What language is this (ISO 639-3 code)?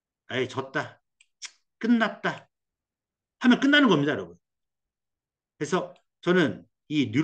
kor